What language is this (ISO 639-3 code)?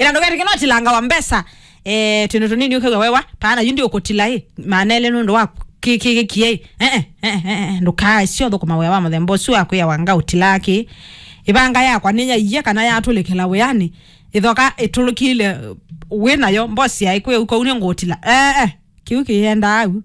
kam